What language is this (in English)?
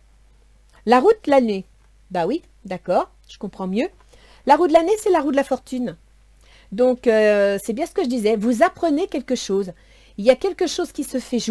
French